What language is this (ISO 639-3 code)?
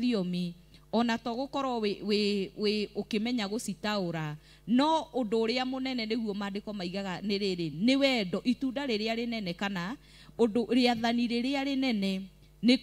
kik